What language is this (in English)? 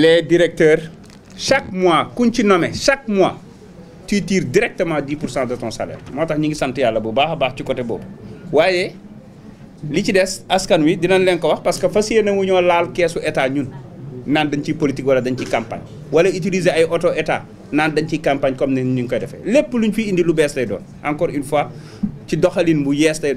Wolof